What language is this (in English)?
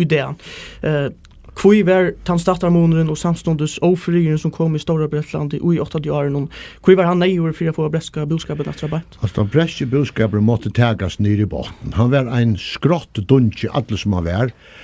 Faroese